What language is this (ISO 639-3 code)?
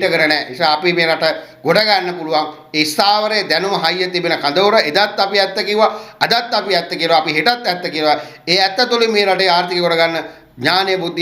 sin